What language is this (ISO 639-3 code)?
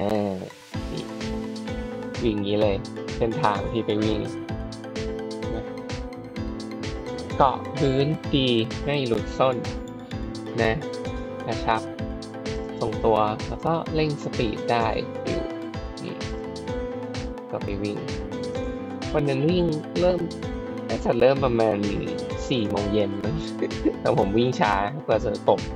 tha